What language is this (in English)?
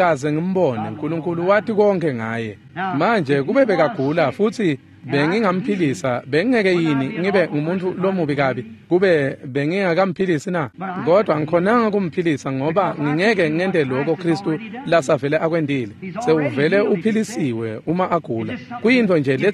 Swati